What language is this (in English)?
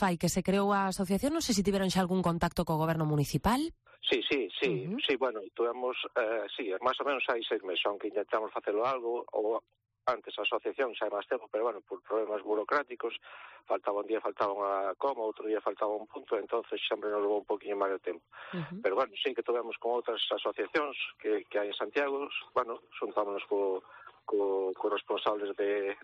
Galician